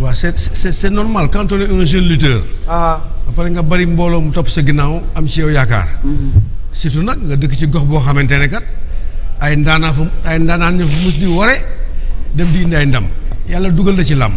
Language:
Wolof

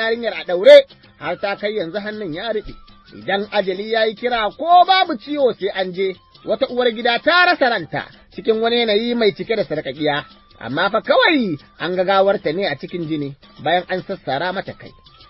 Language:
Hausa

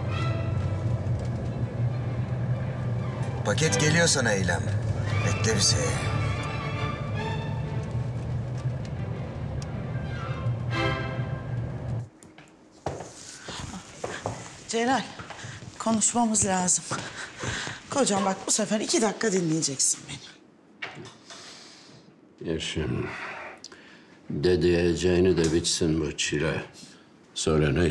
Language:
Turkish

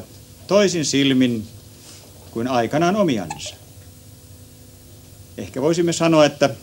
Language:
Finnish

